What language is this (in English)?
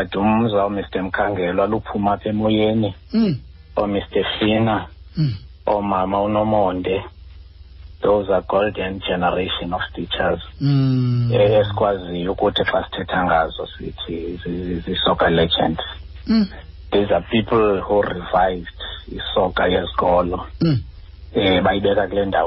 Xhosa